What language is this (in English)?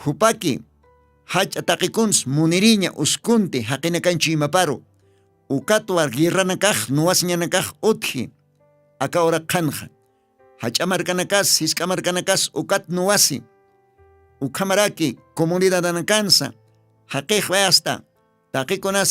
Aymara